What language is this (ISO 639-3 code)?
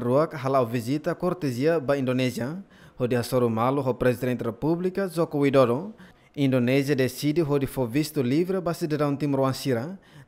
tet